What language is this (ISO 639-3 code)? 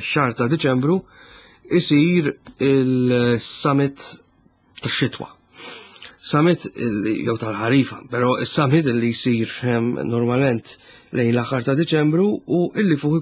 mlt